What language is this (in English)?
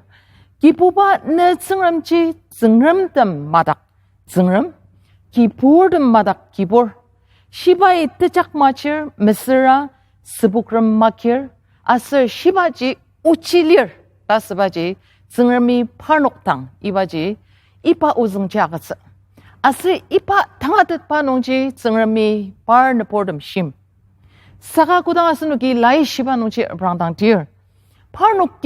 Ao Naga